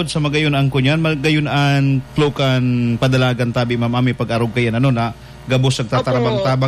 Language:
Bikol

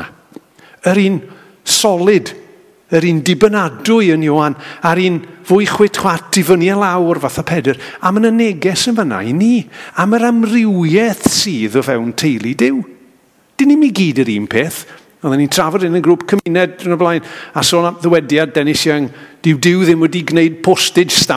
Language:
Welsh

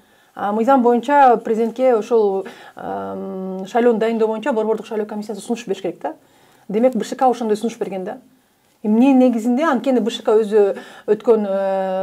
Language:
Kyrgyz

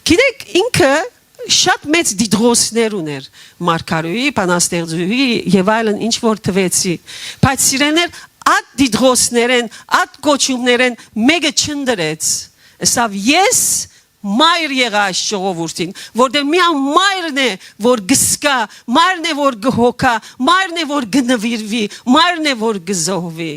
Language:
Western Armenian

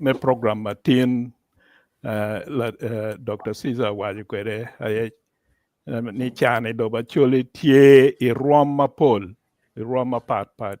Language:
Acoli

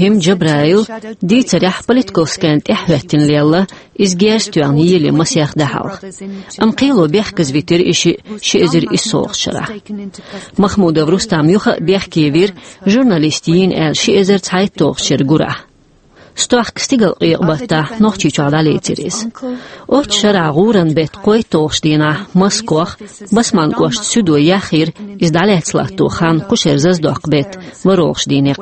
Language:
Chechen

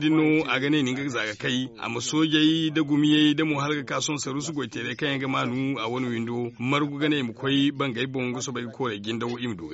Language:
Zarma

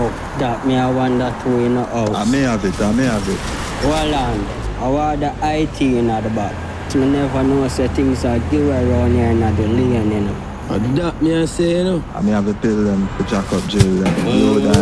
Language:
Jamaican Creole English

